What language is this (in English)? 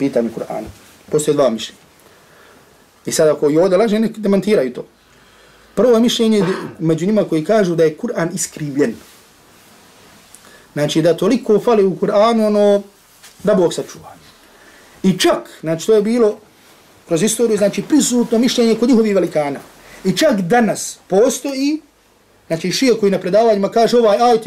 Bosnian